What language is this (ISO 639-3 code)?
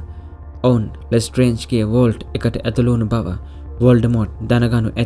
sin